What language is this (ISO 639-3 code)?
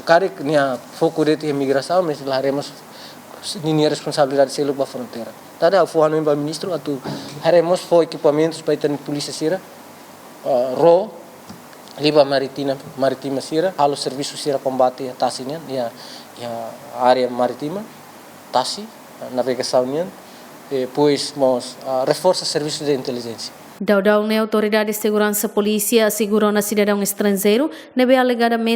tet